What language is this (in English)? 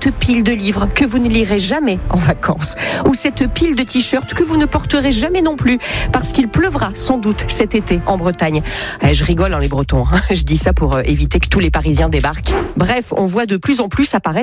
French